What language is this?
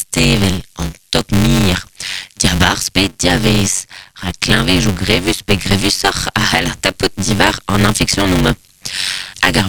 Breton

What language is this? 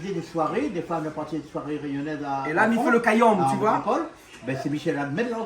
Réunion Creole French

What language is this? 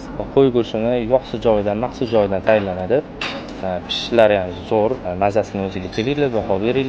Uzbek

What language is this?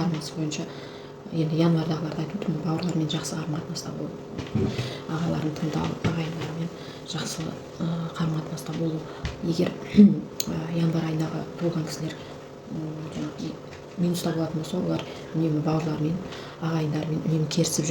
Kazakh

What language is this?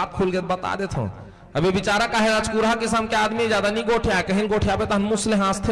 Chhattisgarhi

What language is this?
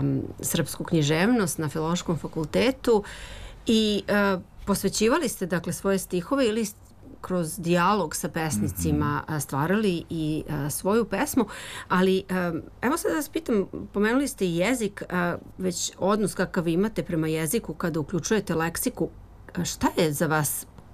Serbian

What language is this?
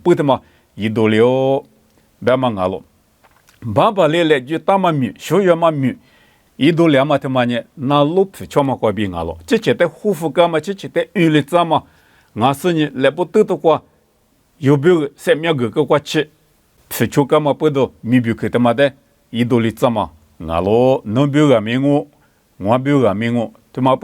Lisu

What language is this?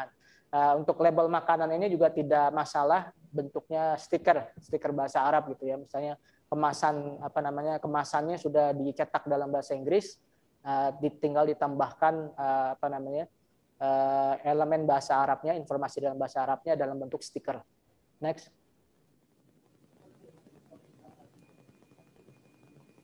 Indonesian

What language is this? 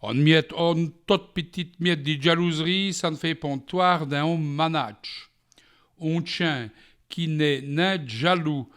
Walloon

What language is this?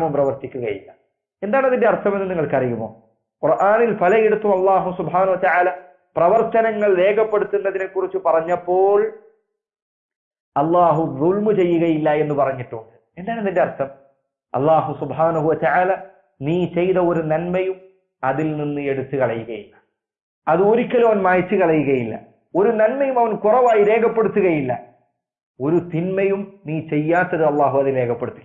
Malayalam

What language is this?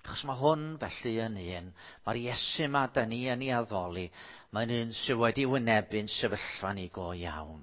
Welsh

